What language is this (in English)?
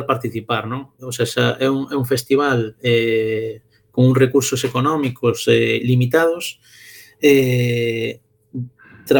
Galician